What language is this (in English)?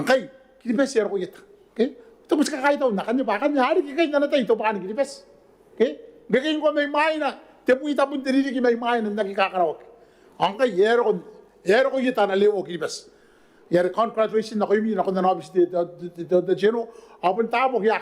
Gilbertese